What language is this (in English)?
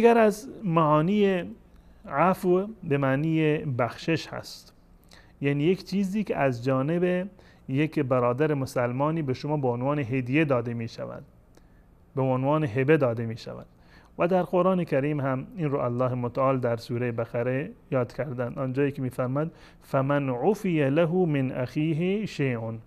Persian